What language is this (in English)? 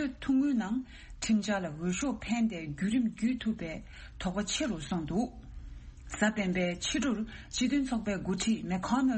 Tibetan